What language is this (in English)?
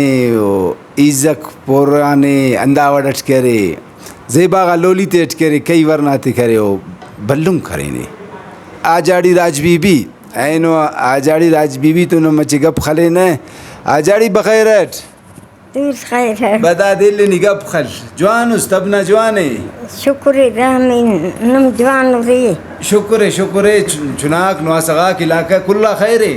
Brahui